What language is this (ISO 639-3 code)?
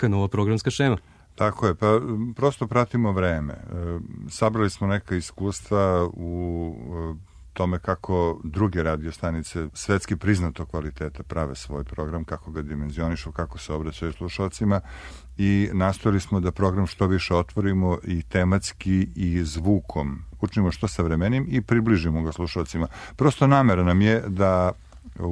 srp